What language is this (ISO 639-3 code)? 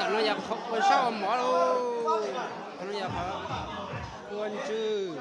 hmn